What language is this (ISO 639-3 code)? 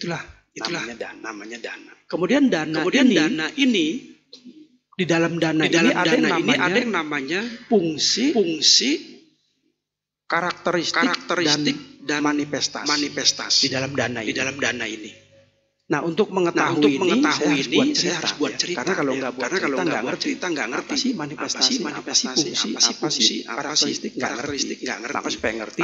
ind